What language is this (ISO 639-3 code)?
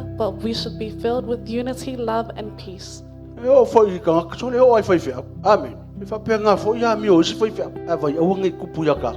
smo